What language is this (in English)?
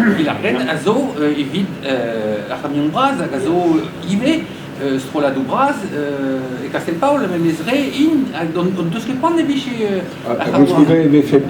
Breton